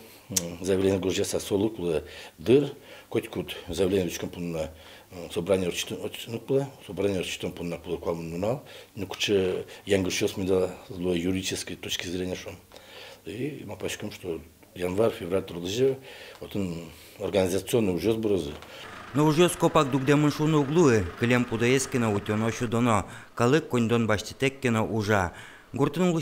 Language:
Udmurt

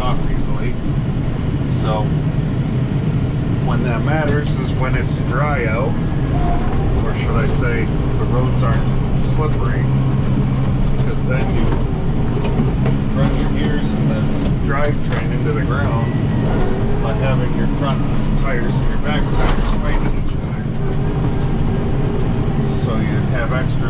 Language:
English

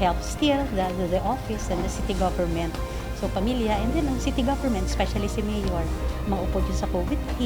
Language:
Hiligaynon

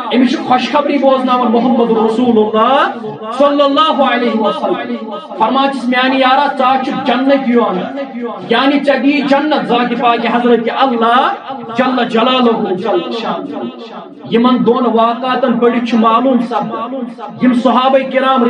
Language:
Kashmiri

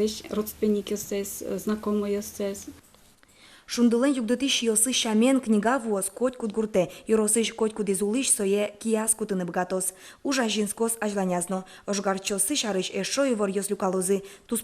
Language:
Udmurt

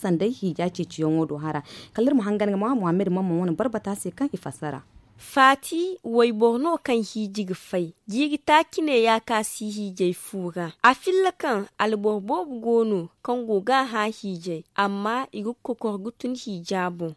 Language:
Zarma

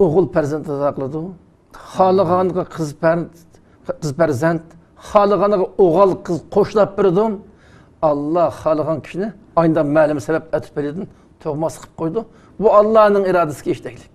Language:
Uyghur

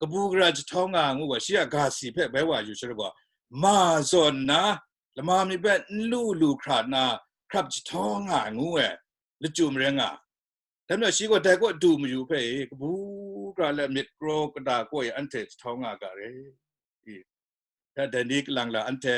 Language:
Kachin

